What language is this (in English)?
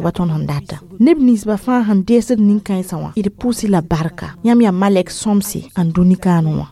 Mossi